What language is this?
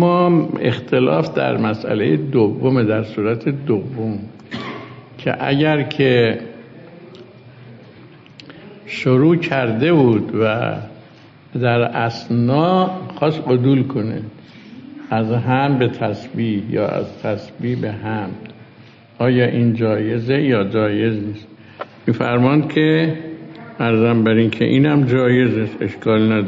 Persian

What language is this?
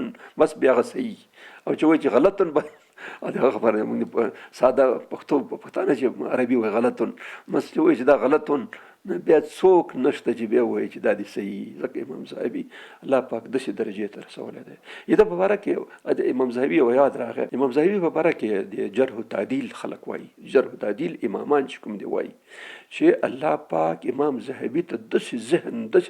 Pashto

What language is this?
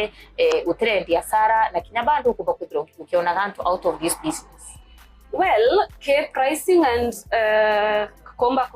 Meru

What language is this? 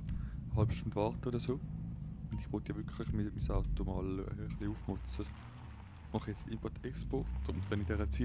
Swiss German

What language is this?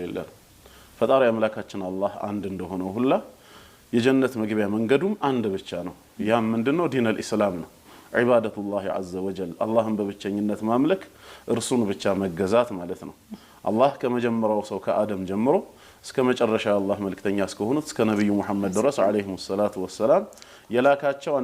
Amharic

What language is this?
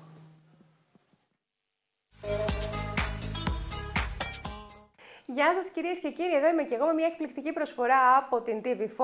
Greek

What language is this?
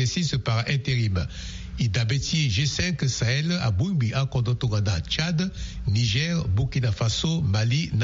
Sango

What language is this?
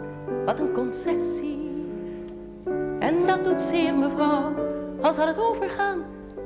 Dutch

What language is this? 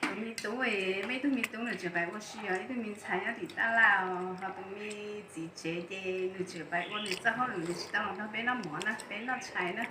Hmong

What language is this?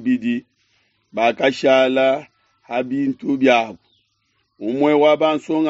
Luba-Lulua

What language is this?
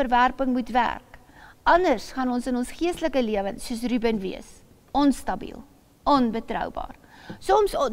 Afrikaans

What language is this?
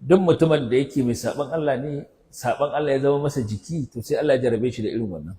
Hausa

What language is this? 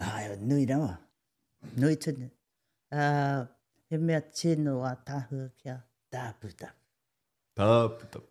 Māori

